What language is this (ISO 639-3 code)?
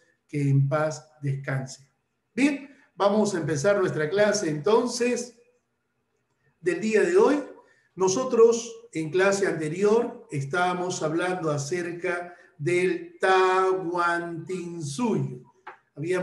spa